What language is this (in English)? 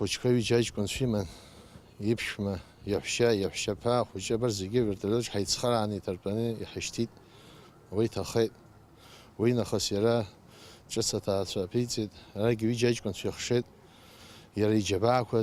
Abkhazian